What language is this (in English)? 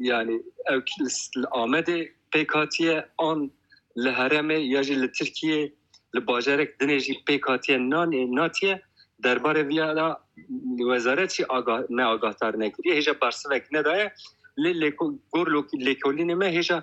Kurdish